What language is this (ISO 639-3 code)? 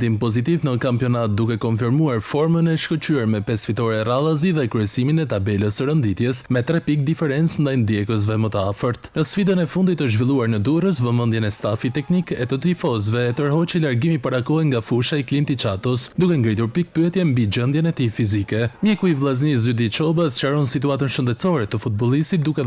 sqi